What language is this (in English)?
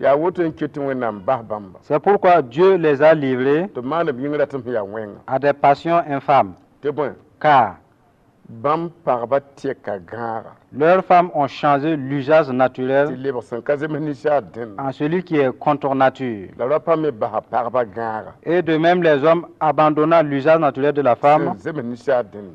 Mossi